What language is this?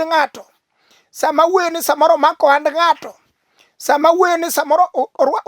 Luo (Kenya and Tanzania)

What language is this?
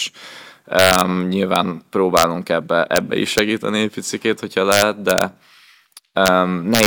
Hungarian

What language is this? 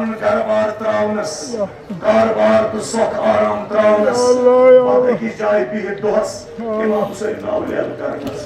Kashmiri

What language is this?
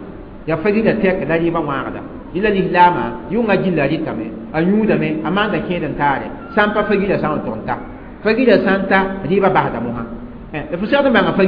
Mossi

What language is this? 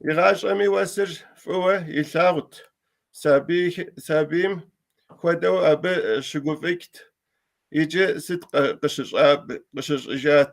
Kabardian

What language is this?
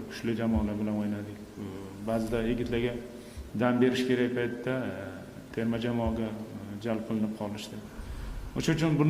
Uzbek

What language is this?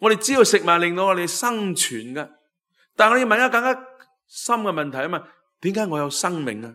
Cantonese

